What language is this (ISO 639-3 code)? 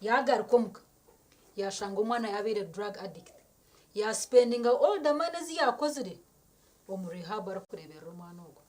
nyn